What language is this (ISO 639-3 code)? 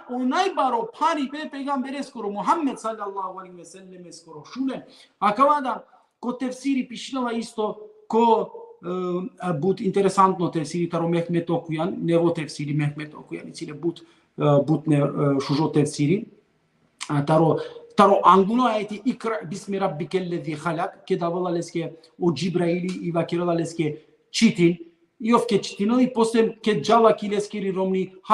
rmn